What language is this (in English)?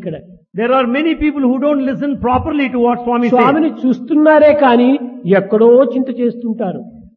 Telugu